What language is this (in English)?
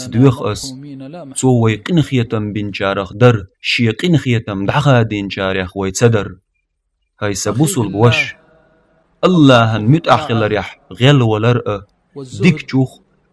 Chechen